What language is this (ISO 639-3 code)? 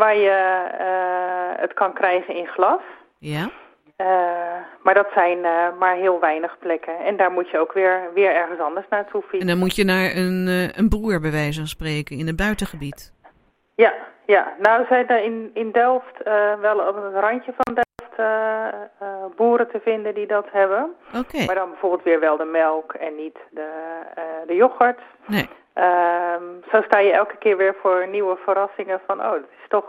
nld